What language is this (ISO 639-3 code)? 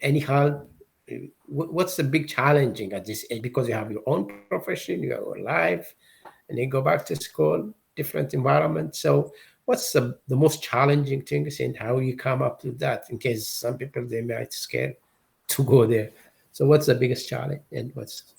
eng